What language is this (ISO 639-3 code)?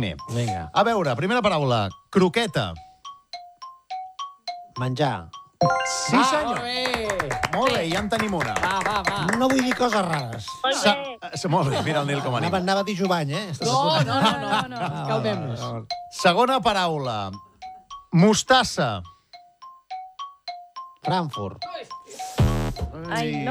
cat